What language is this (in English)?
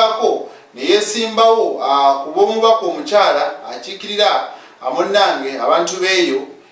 Ganda